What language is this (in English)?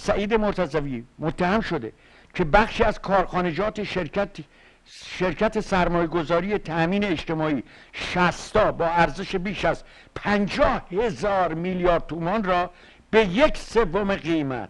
Persian